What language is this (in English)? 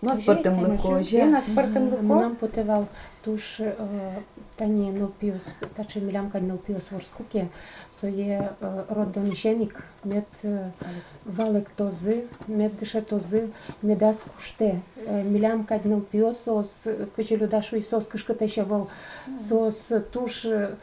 Udmurt